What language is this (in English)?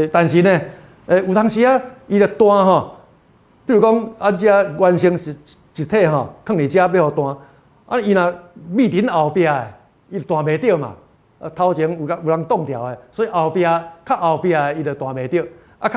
Min Nan Chinese